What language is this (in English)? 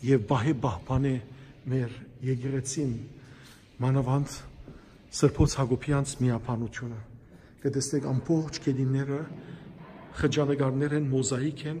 Western Armenian